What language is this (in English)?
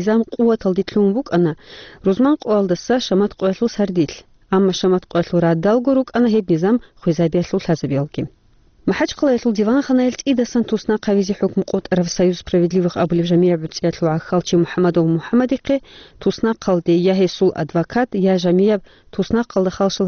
Avaric